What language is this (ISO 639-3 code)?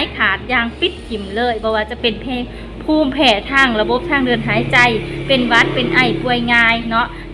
lao